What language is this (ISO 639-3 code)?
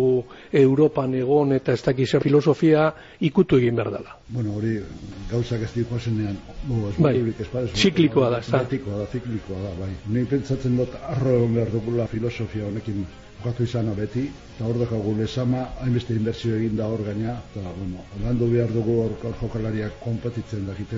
eus